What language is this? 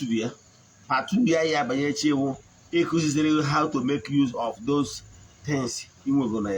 Igbo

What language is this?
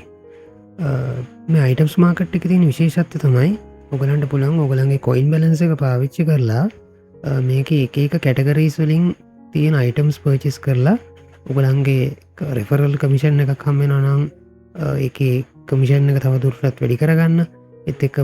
Sinhala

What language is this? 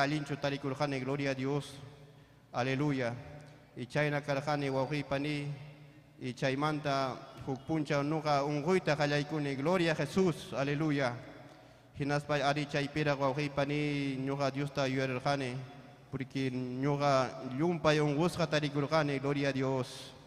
Ayacucho Quechua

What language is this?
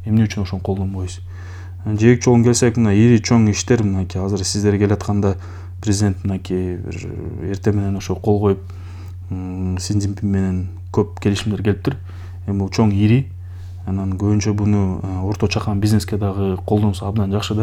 Kyrgyz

